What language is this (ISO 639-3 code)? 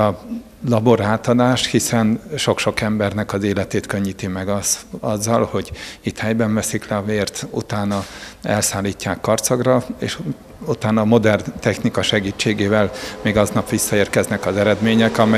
hun